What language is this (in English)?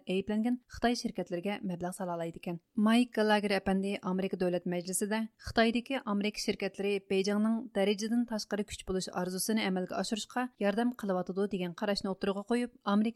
Uyghur